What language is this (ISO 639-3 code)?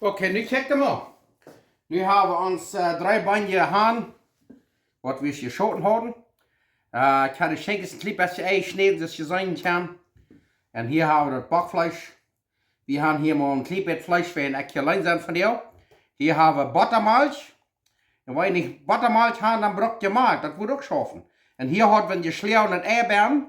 pdt